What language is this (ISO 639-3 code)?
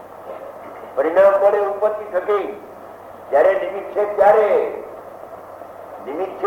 guj